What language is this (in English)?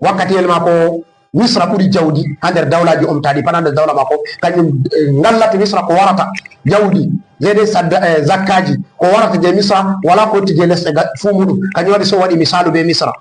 Fula